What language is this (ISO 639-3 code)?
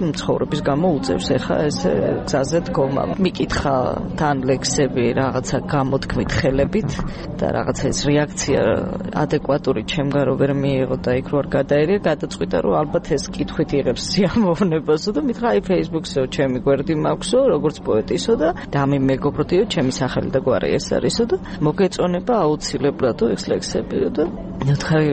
kat